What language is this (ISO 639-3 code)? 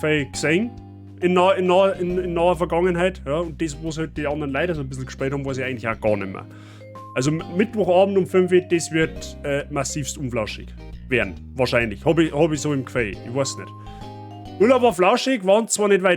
bar